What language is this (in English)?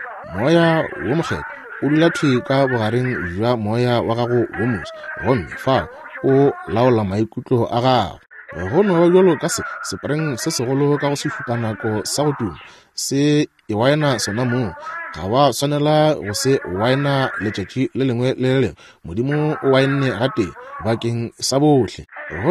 Northern Sotho